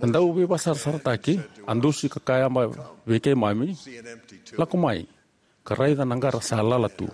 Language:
Fijian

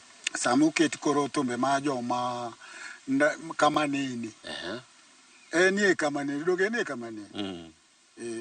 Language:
Luo (Kenya and Tanzania)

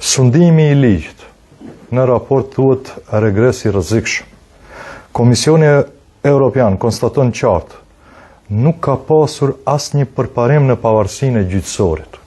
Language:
Albanian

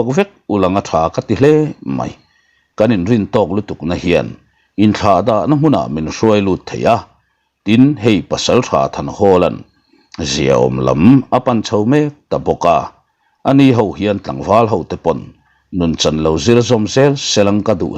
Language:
Mizo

